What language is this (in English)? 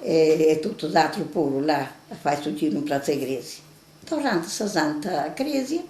Sardinian